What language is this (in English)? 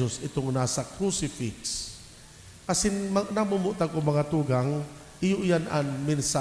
Bikol